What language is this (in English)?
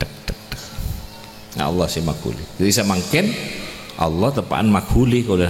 Madurese